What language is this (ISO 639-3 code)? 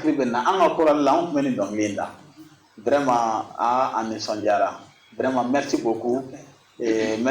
bam